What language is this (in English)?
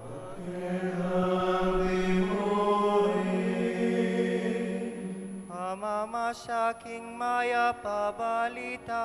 Pampanga